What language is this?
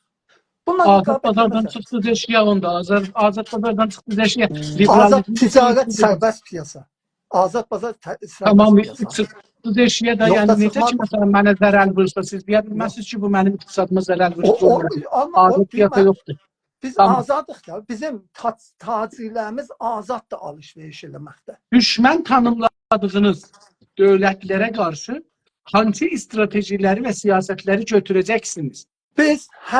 South Azerbaijani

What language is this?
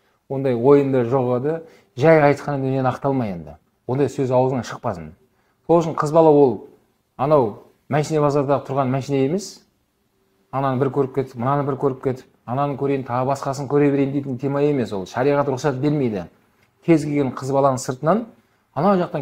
Kazakh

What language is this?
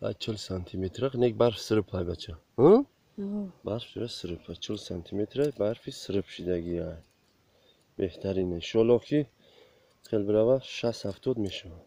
Tajik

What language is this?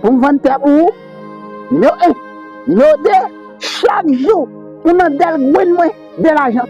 Haitian Creole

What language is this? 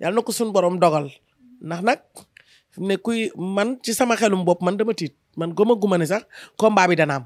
Wolof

